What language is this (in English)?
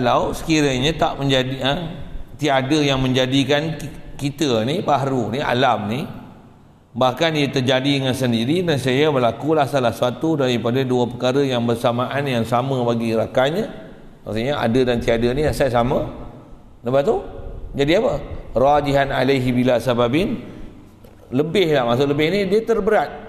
Malay